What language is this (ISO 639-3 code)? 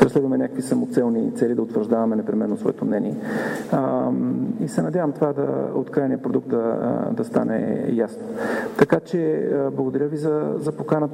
bul